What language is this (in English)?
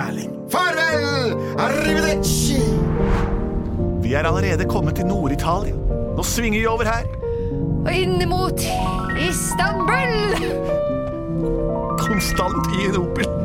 Norwegian